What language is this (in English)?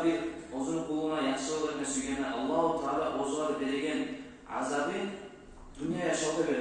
Kumyk